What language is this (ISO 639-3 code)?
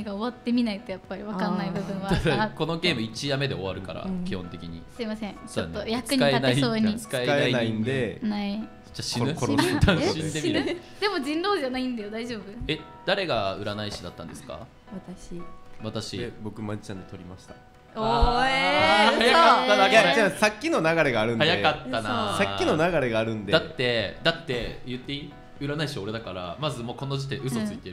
jpn